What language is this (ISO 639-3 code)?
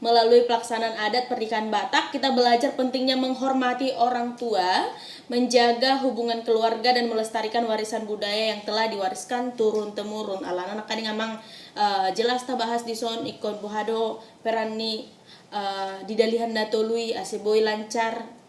bbc